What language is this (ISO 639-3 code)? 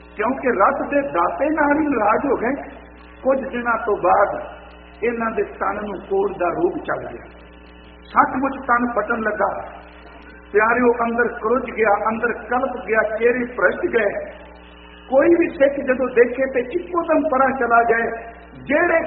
pan